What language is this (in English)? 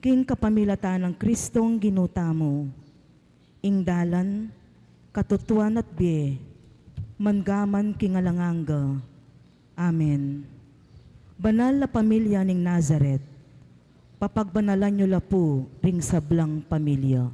Pampanga